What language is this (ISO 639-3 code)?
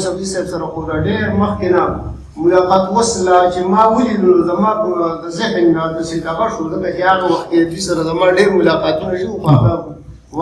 pus